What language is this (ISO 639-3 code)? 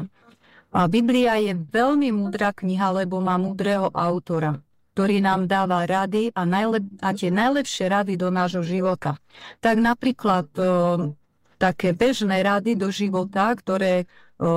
slk